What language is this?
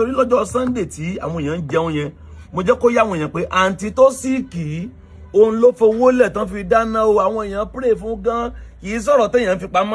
Yoruba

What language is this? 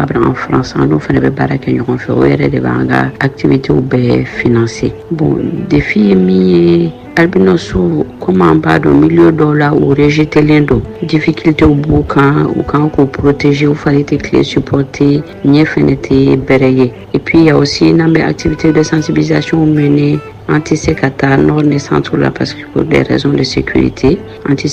Bambara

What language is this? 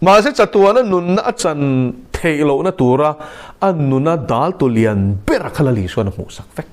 Mizo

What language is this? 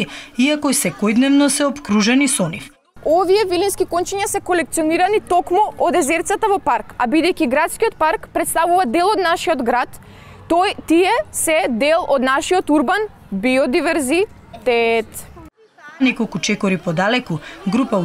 Macedonian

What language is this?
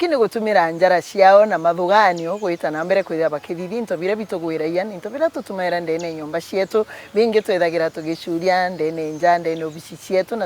Meru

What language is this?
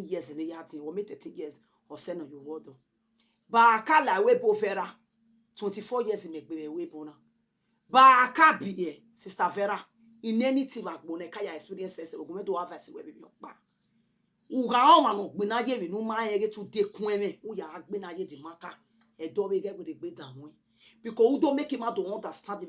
Nigerian Pidgin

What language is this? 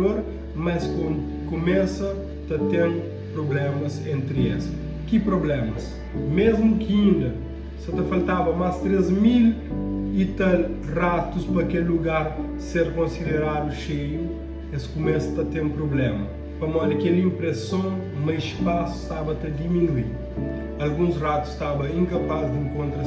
Kabuverdianu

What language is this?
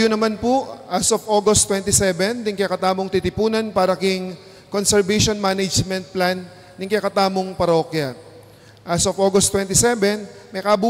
Pampanga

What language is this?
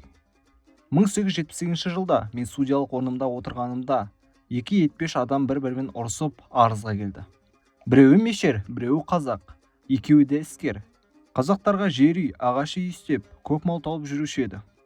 Kazakh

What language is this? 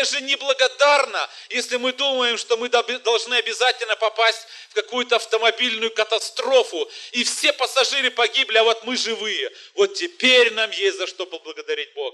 Russian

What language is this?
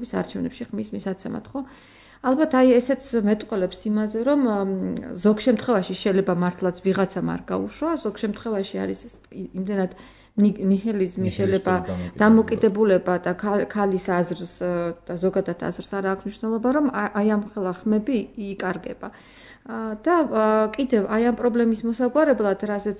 Georgian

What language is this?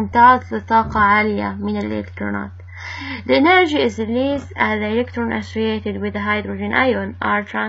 Arabic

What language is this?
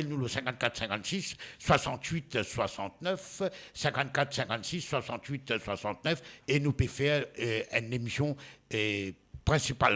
Morisyen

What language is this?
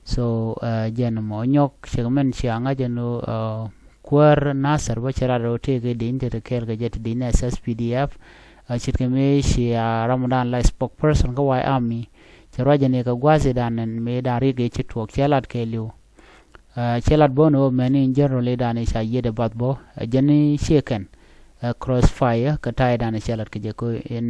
Nuer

